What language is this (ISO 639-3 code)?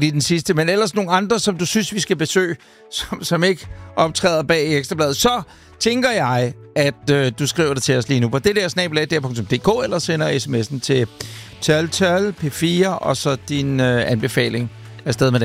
dan